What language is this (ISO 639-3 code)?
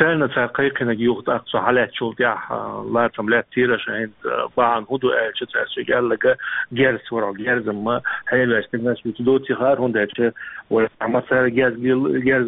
che